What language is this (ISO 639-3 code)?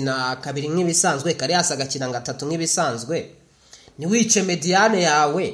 kin